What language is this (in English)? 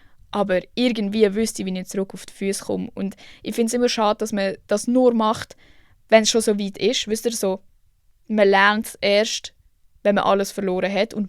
Swiss German